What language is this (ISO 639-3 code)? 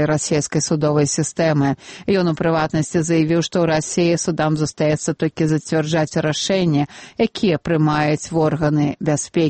bel